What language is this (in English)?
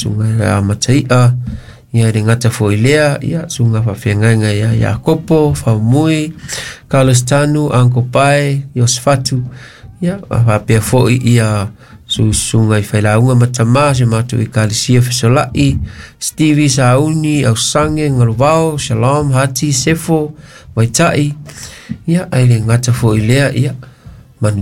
Samoan